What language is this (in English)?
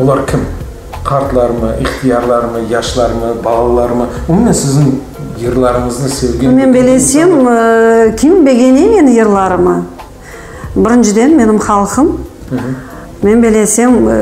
Crimean Tatar